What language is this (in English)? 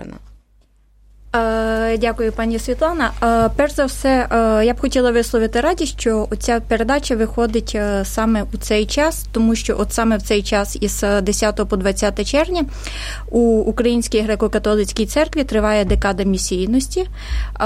Ukrainian